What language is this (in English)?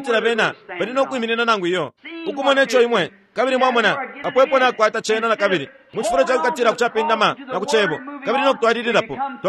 Bemba